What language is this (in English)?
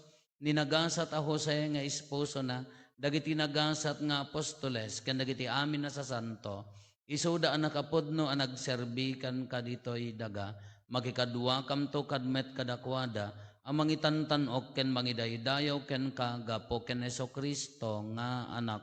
Iloko